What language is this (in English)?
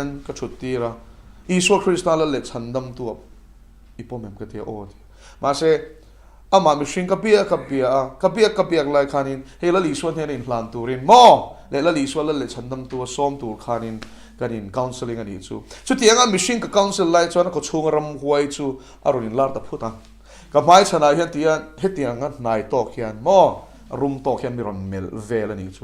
Mizo